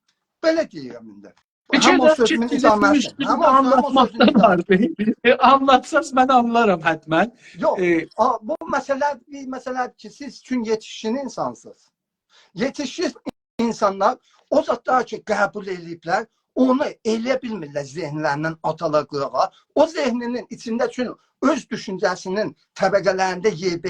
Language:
South Azerbaijani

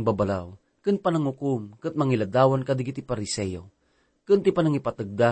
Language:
Iloko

